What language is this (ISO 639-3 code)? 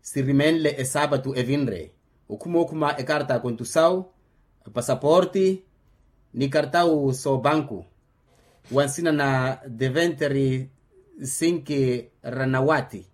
vmw